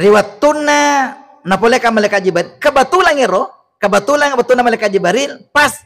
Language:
Buginese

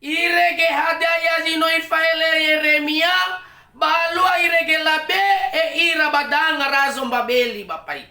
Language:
Nias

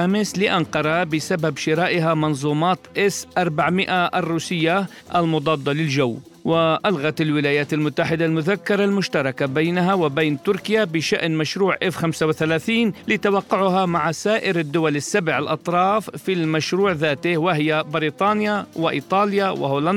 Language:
Arabic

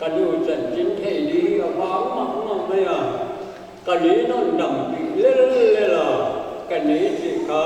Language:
Paite Chin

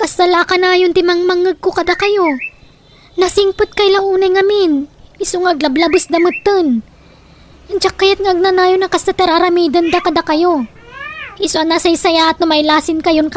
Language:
Iloko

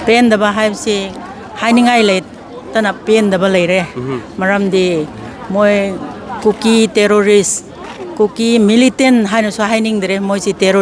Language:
Manipuri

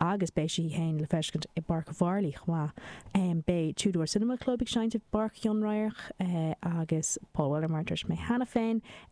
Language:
Irish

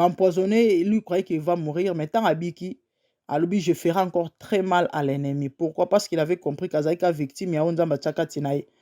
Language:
Lingala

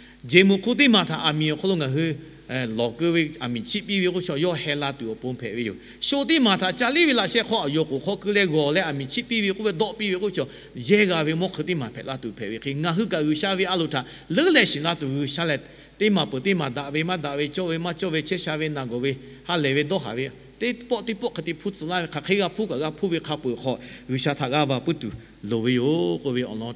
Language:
Lahu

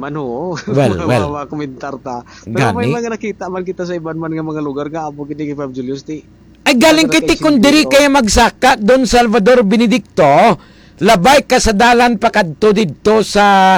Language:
Hiligaynon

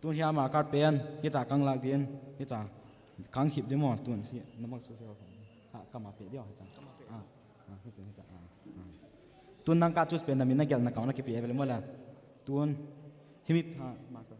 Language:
Paite Chin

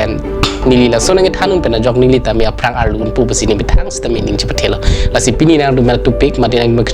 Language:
Karbi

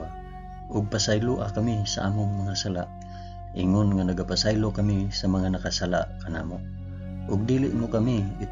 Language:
Cebuano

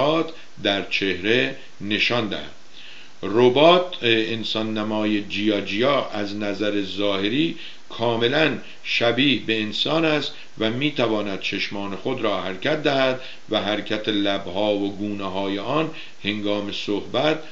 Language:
Persian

